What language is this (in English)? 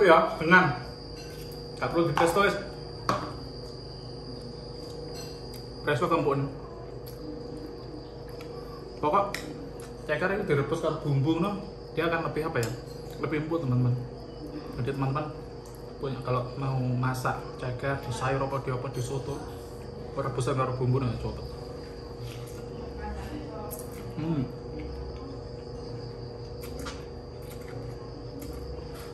Indonesian